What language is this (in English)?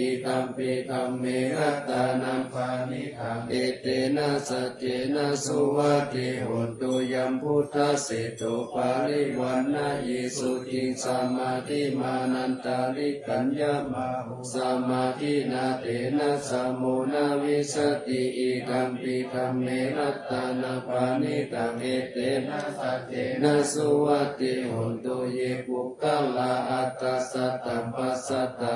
Pali